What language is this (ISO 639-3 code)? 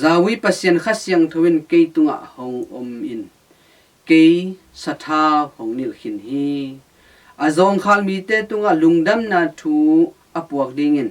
ctd